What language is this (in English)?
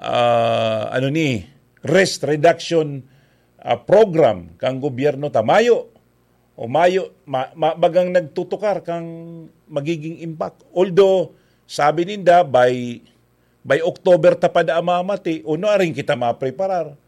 Bikol